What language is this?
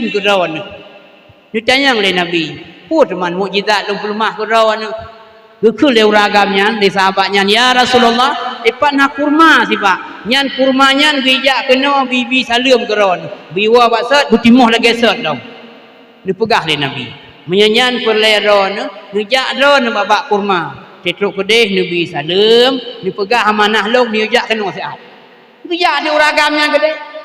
Achinese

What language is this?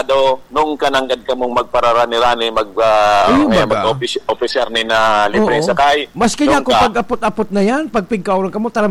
Bikol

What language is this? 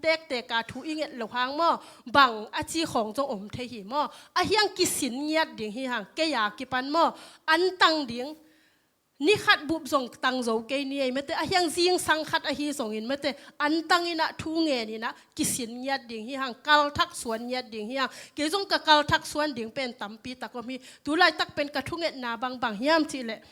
Tedim Chin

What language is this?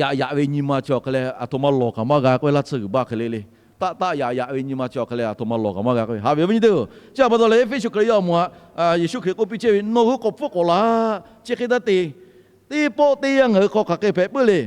Lahu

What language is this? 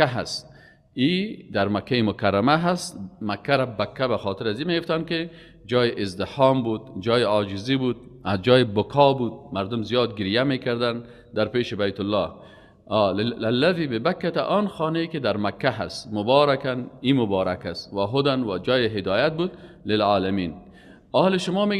Persian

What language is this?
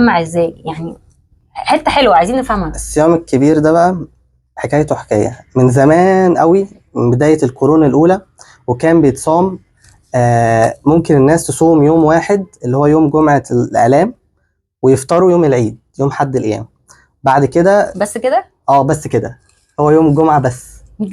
Egyptian Arabic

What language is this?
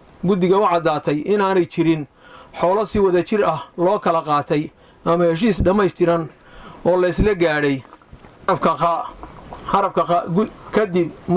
Somali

